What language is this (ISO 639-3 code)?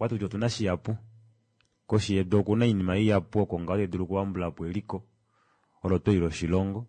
kua